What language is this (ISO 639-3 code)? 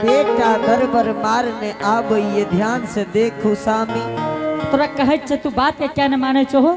anp